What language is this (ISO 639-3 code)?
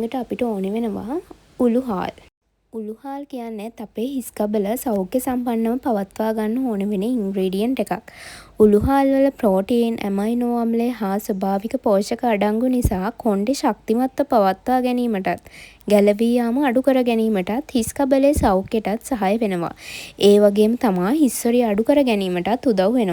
sin